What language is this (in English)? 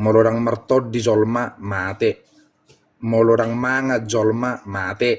Batak Toba